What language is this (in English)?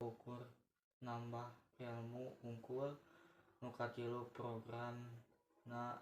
Sundanese